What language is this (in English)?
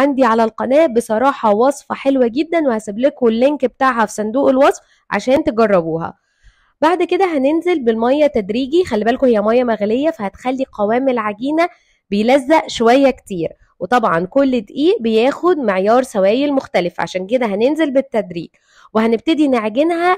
Egyptian Arabic